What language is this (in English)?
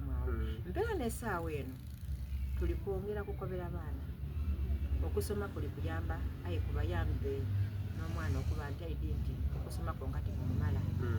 Soga